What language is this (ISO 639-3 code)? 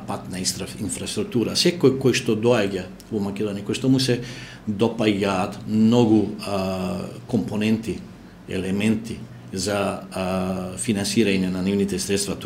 mkd